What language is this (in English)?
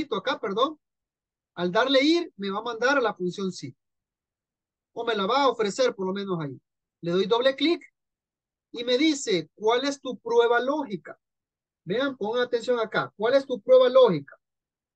Spanish